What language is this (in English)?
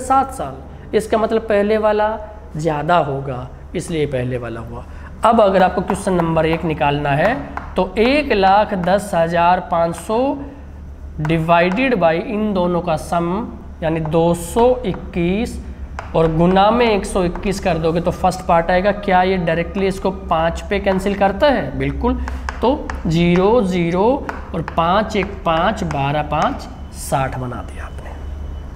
Hindi